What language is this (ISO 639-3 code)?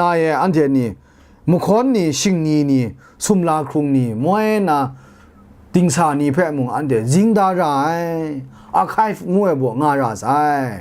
kac